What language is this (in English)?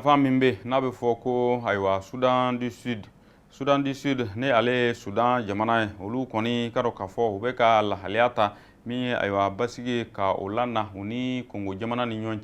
Bambara